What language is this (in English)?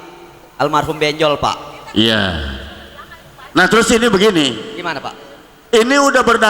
Betawi